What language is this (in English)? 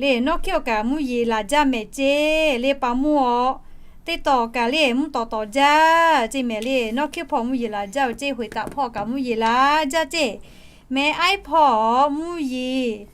Lahu